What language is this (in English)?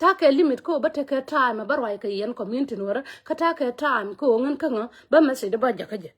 Nuer